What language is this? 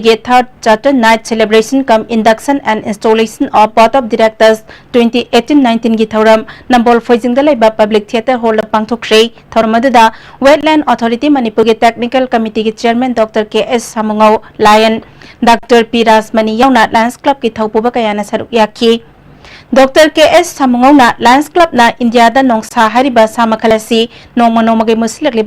Manipuri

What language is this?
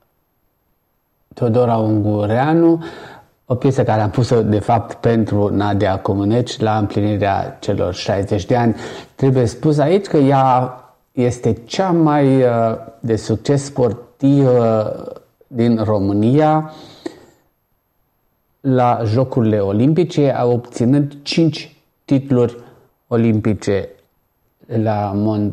Romanian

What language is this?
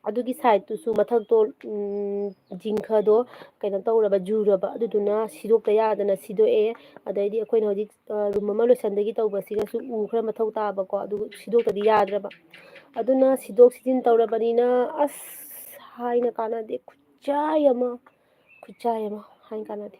Manipuri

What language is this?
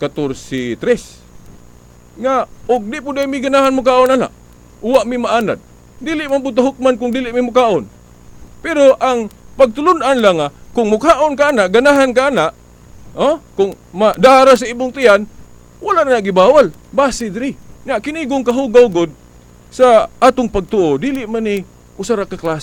Cebuano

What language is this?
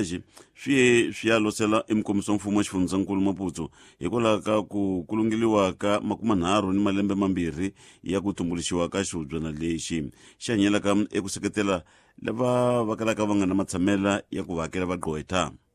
Tsonga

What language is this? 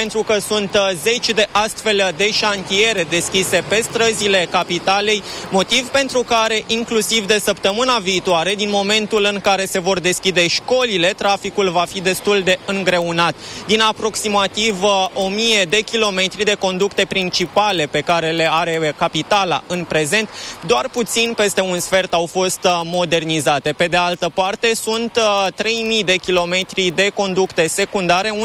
Romanian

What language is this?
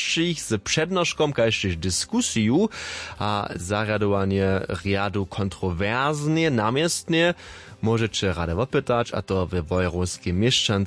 Upper Sorbian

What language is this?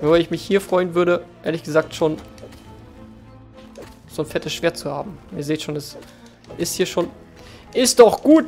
German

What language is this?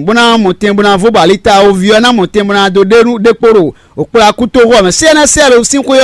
Fon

